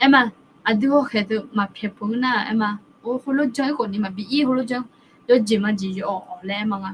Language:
Akha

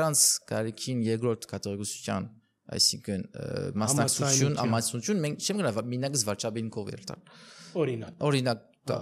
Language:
Armenian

